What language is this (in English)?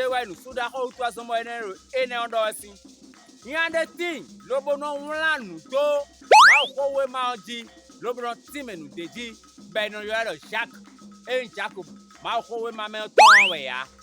Fon